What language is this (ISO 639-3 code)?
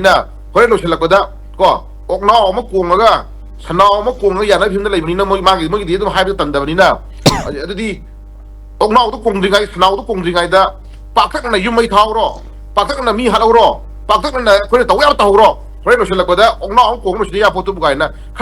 mni